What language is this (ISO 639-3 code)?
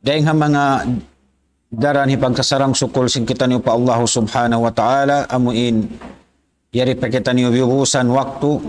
tsg